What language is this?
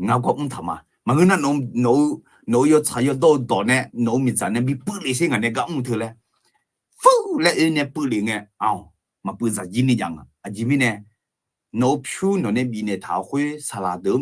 Akha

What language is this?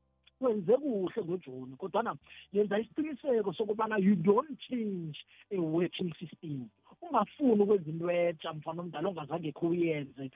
South Ndebele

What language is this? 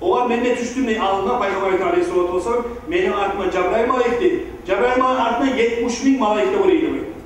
Kumyk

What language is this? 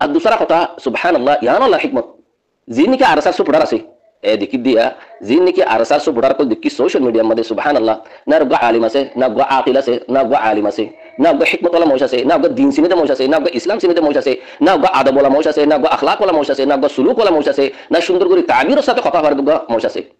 Rohingya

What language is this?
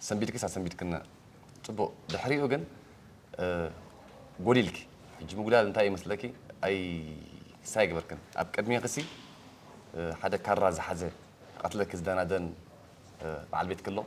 Tigrinya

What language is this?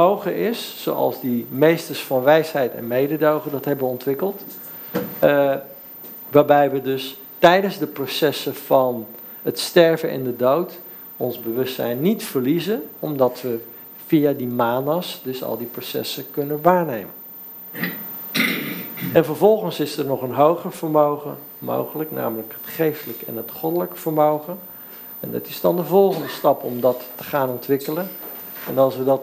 Dutch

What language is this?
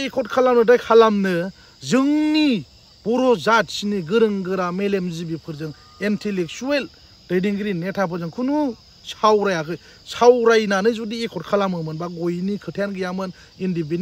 Bodo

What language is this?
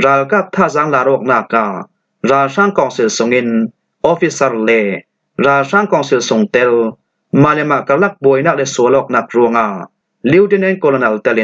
Falam Chin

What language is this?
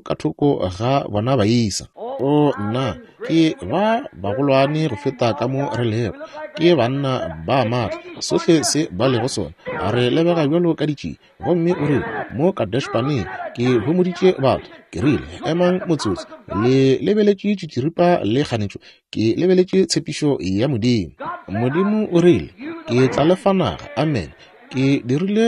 Northern Sotho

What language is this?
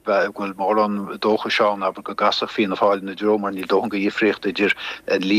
Irish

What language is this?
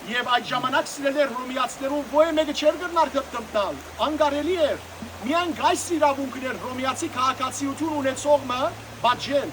Western Armenian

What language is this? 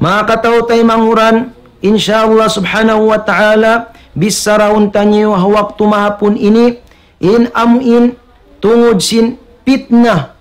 Tausug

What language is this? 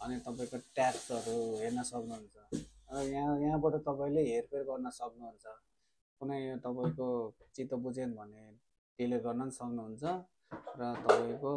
Nepali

